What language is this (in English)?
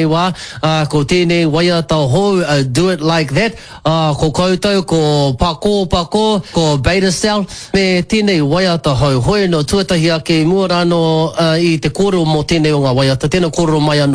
Māori